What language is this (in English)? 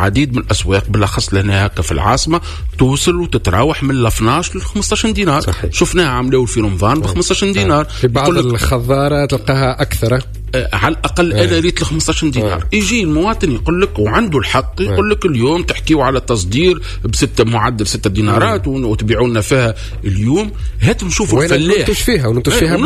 Tunisian Arabic